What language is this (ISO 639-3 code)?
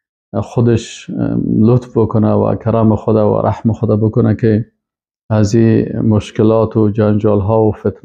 fas